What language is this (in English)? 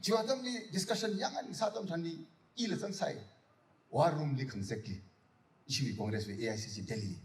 Tangkhul Naga (India)